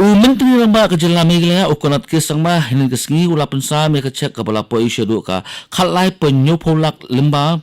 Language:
Khasi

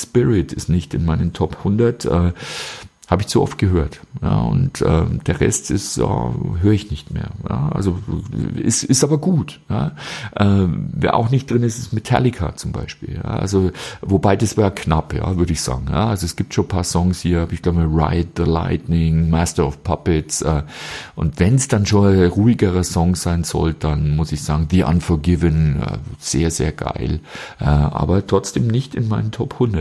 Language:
German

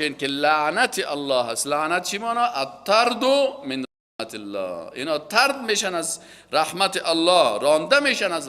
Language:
Persian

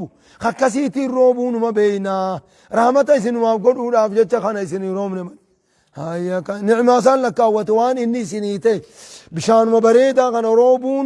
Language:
Oromo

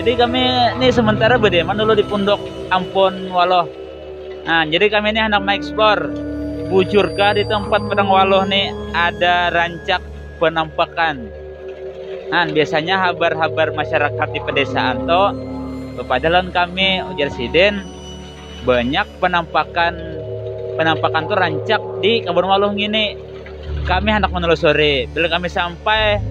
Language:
Banjar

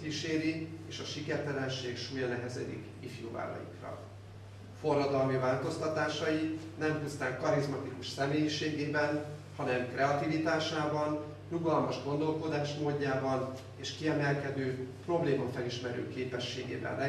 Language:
Hungarian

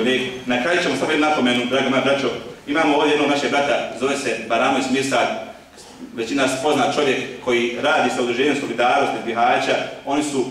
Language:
Bosnian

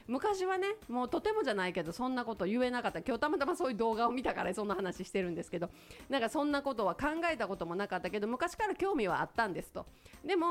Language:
Japanese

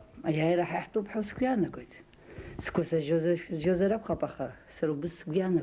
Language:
Abkhazian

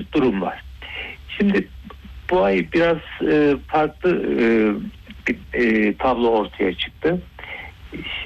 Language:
Turkish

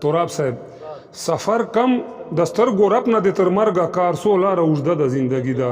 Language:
Pashto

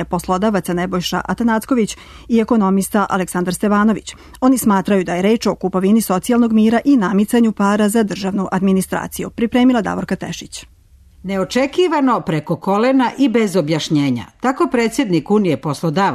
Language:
Serbian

